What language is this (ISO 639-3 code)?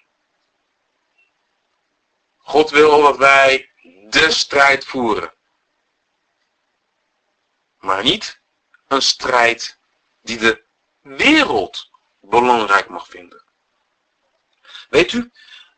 nld